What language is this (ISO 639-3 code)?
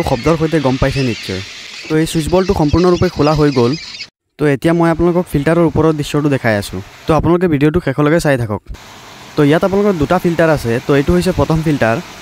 asm